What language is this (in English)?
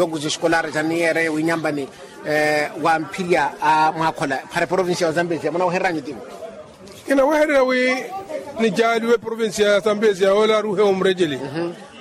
Makhuwa